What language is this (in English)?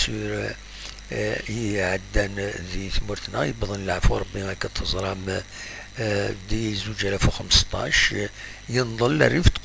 Kabyle